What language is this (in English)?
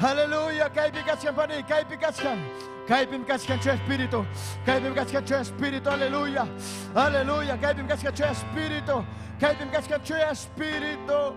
Ayacucho Quechua